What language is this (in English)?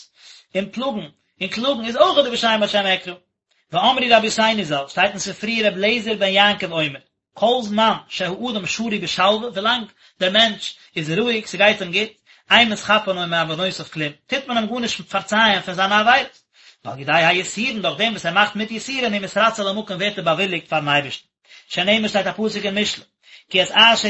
Yiddish